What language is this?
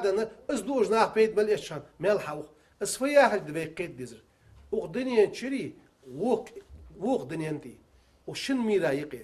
Ingush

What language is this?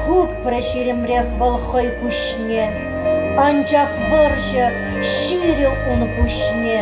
Chuvash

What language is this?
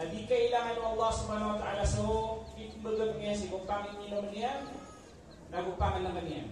Maranao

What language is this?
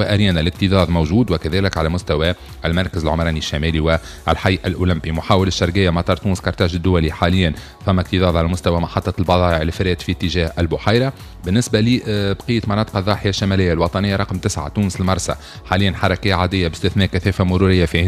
Tunisian Arabic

